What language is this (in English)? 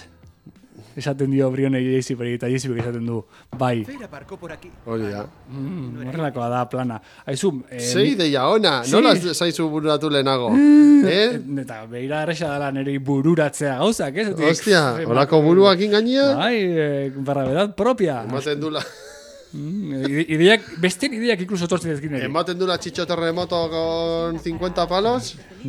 Basque